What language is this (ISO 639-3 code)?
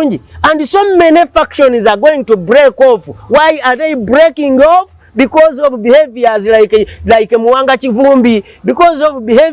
lug